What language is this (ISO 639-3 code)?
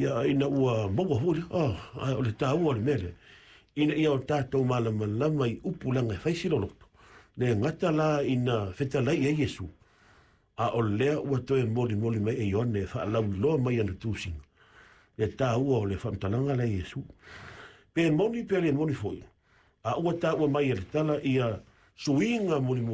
smo